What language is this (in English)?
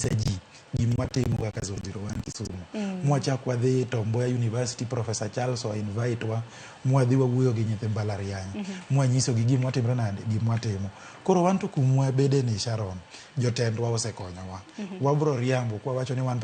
Luo (Kenya and Tanzania)